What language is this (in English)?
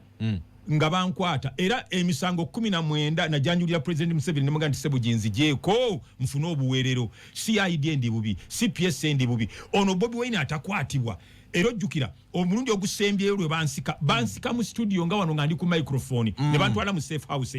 Ganda